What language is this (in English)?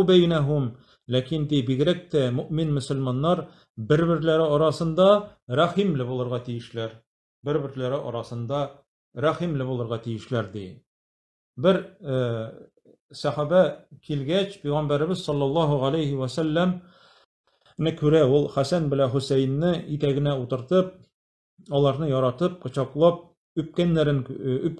Tatar